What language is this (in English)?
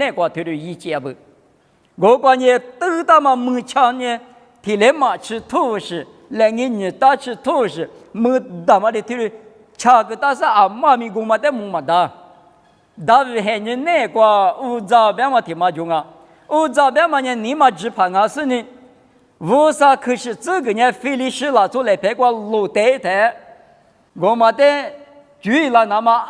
Lisu